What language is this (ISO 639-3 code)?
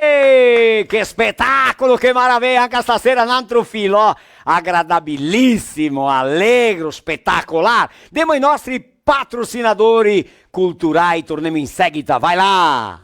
vec